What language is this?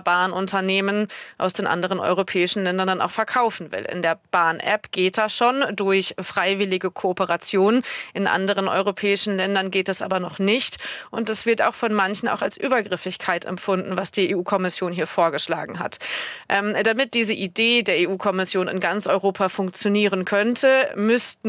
German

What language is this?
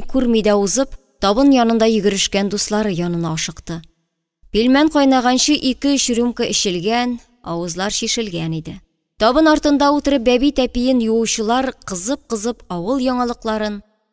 Tatar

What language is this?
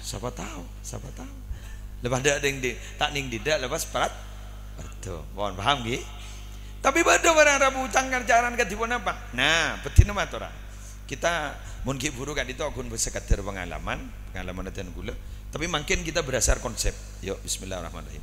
Madurese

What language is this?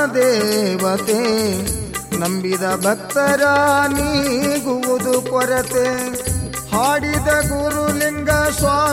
Kannada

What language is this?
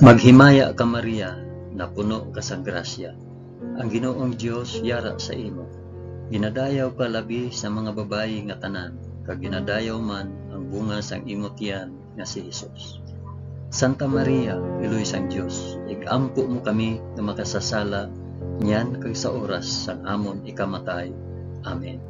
Hiligaynon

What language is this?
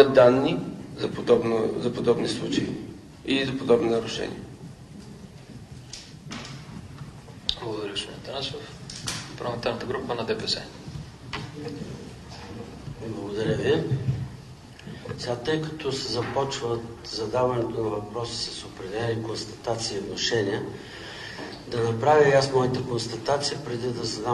Bulgarian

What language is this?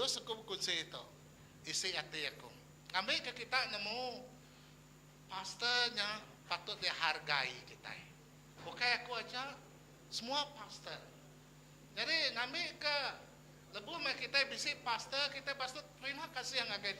Iban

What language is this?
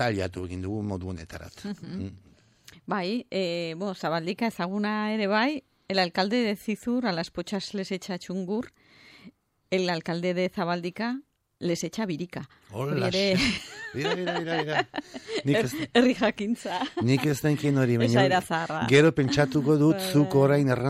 Basque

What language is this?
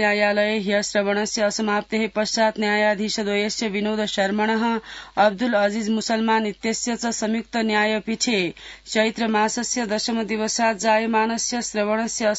Sanskrit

